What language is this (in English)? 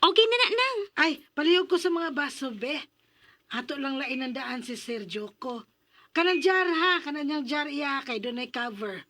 Cebuano